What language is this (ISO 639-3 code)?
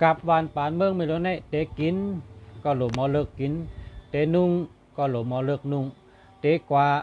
shn